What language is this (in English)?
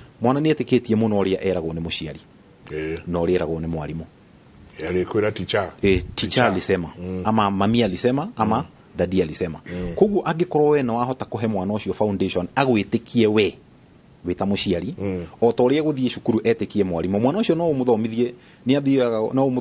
Kikuyu